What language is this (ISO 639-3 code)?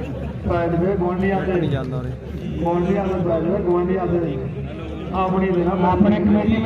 pan